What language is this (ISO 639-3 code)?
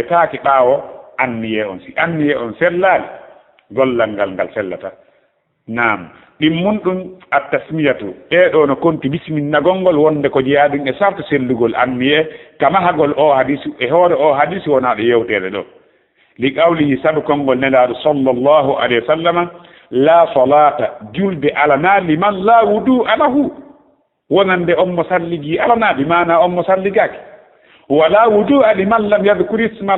ful